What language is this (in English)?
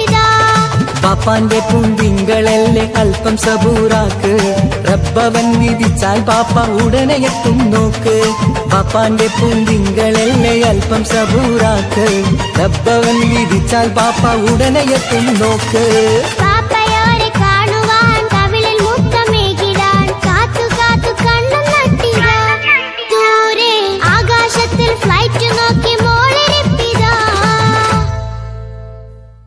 Malayalam